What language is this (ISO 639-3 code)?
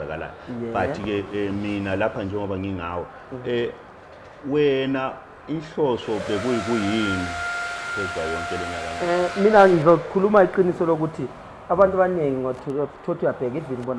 zul